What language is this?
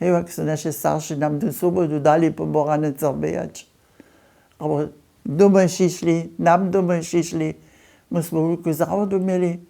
Upper Sorbian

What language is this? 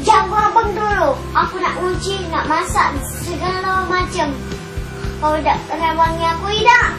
Musi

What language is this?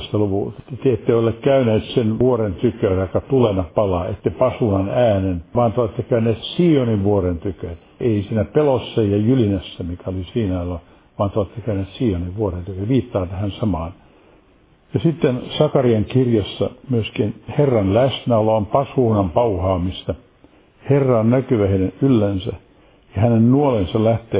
Finnish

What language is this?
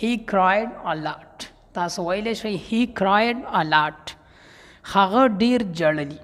Pashto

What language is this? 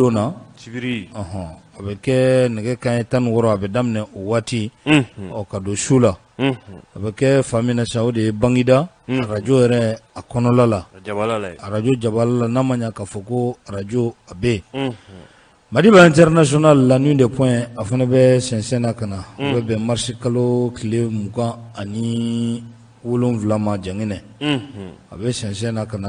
Bambara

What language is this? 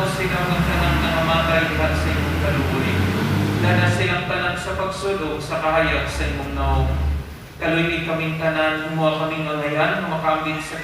Cebuano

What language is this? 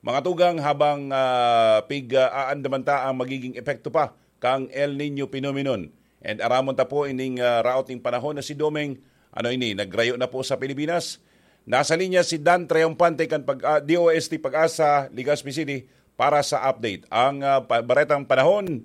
Bikol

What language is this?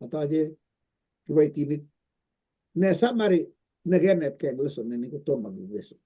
Kalenjin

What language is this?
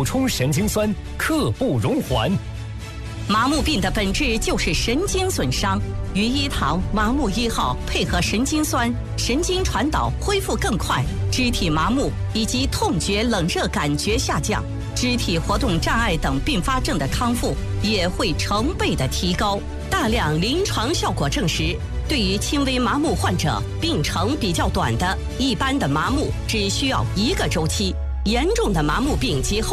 Chinese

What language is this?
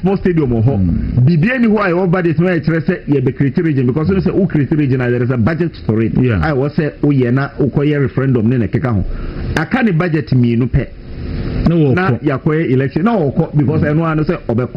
Akan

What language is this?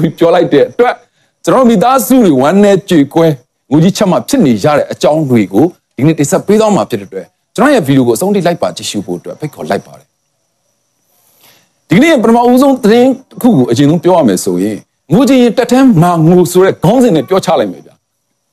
Burmese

